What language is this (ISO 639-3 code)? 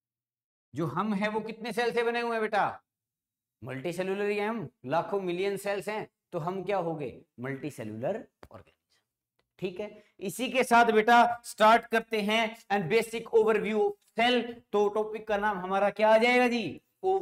hin